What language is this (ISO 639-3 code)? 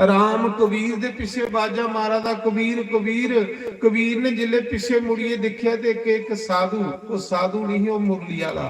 doi